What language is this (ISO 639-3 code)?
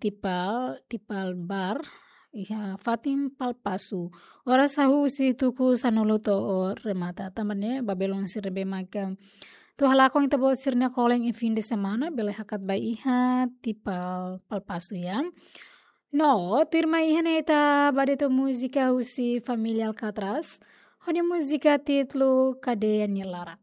tet